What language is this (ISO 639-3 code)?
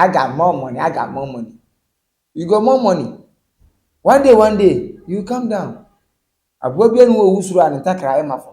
aka